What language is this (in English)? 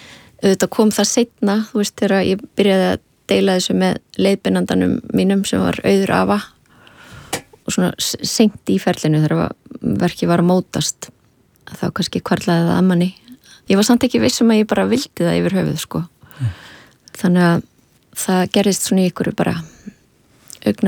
Icelandic